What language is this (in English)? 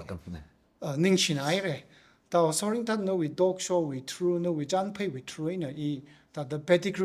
Tangkhul Naga (India)